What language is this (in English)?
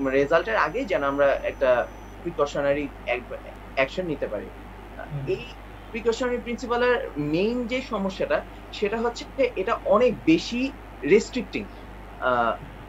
Bangla